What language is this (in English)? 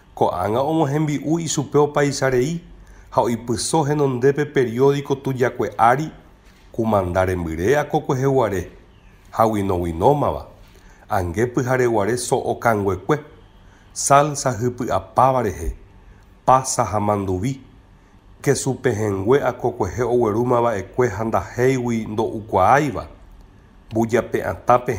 Guarani